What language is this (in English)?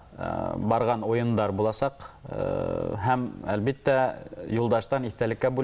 Bashkir